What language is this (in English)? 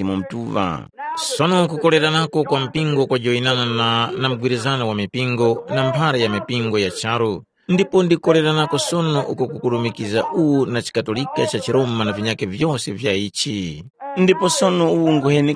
Tumbuka